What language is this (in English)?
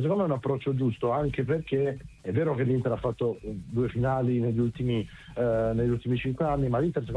Italian